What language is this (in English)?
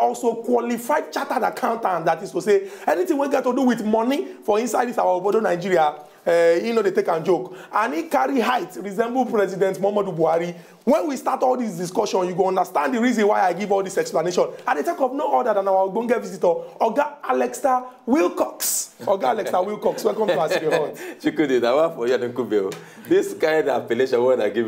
Nigerian Pidgin